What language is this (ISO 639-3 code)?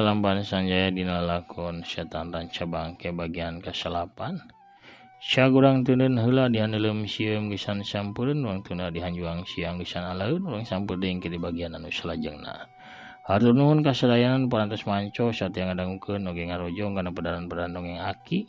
sun